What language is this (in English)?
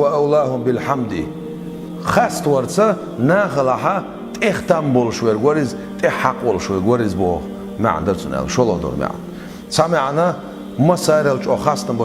Chechen